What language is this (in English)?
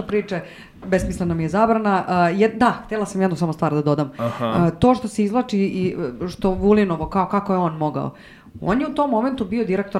Serbian